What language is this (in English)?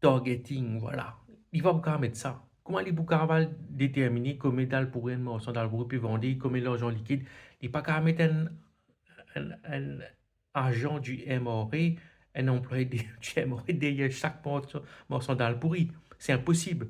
Morisyen